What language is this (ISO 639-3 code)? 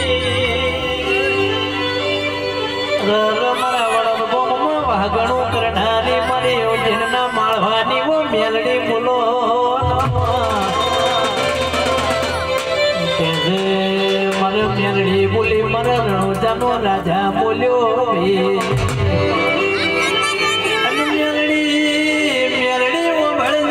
guj